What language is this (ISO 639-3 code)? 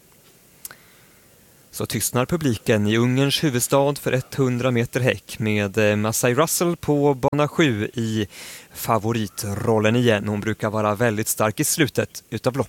swe